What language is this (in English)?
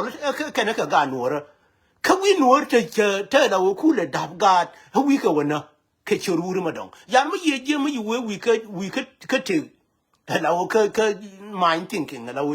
Nuer